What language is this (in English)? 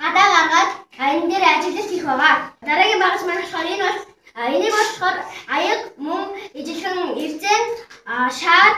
Mongolian